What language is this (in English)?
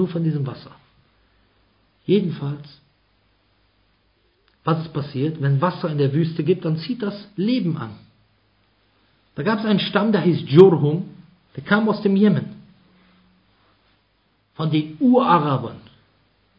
German